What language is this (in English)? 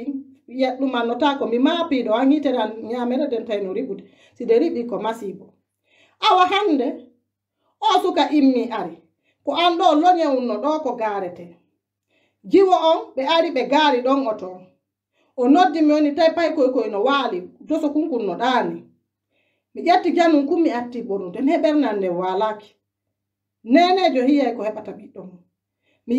Pular